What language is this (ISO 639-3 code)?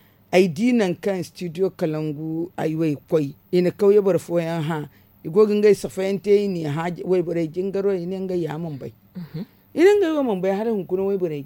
dje